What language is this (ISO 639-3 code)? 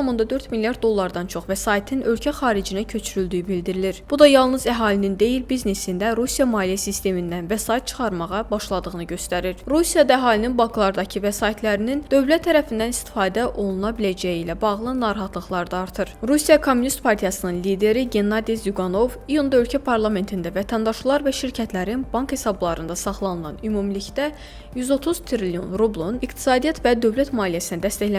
aze